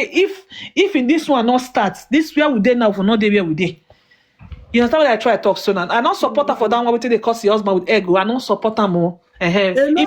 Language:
Nigerian Pidgin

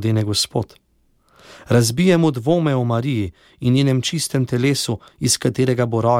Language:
Slovenian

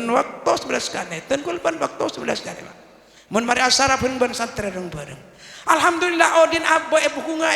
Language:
Madurese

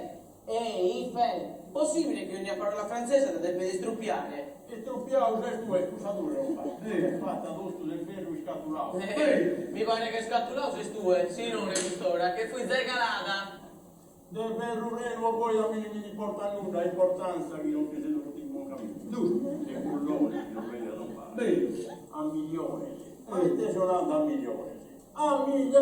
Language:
Sardinian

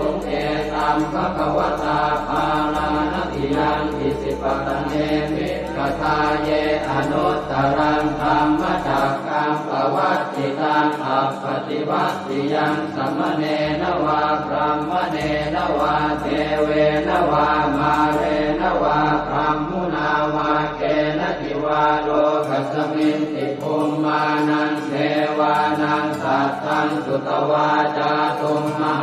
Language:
Pali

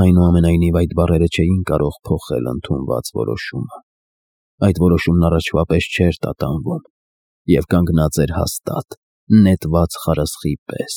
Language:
Armenian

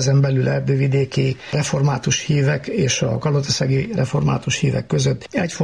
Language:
Hungarian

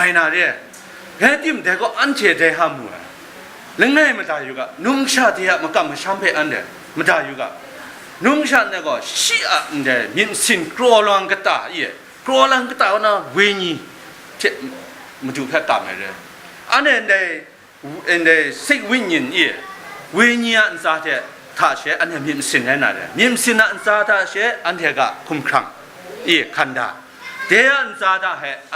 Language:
Kachin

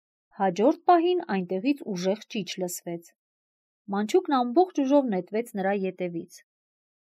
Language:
Armenian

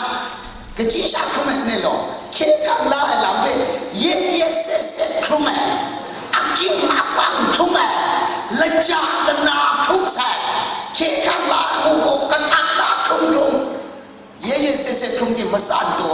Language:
Kachin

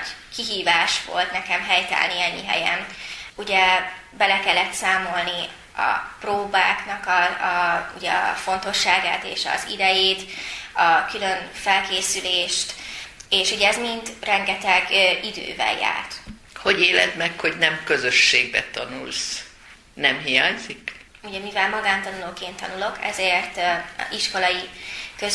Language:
Hungarian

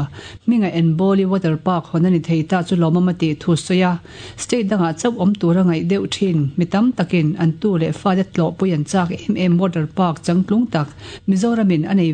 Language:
Mizo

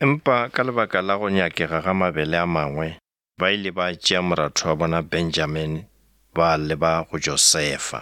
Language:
Northern Sotho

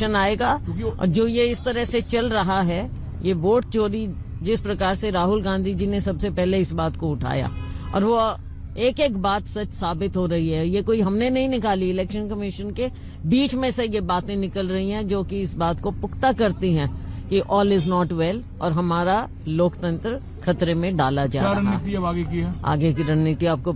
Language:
Hindi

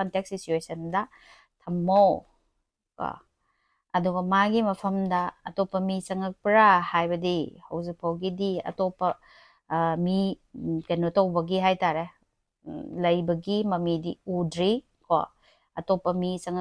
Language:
Manipuri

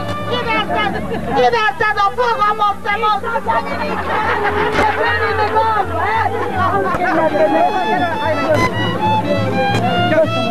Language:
Hungarian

